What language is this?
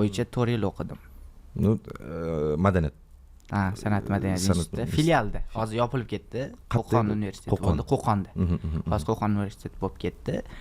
Uzbek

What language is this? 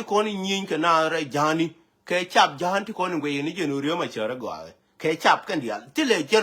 Nuer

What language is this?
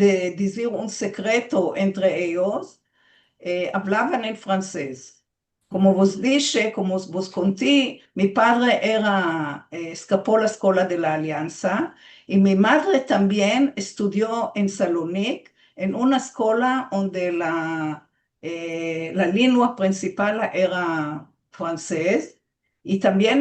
Ladino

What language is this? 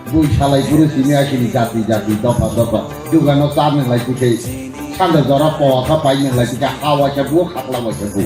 Kok Borok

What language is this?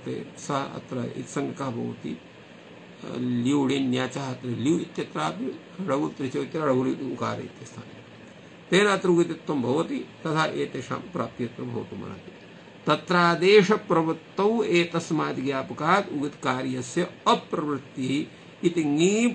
Sanskrit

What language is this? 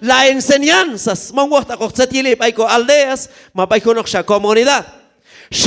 Q'anjob'al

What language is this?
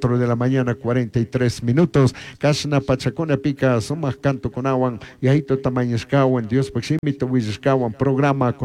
Chimborazo Highland Quichua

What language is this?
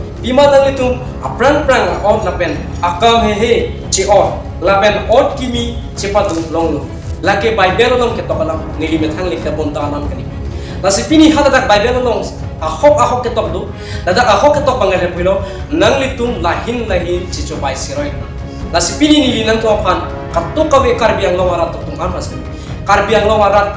Karbi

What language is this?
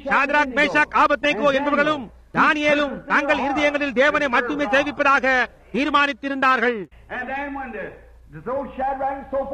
Tamil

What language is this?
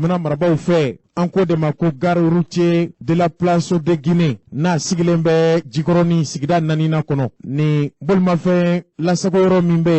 Bambara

